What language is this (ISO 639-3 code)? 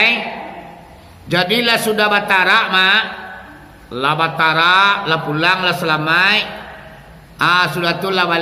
min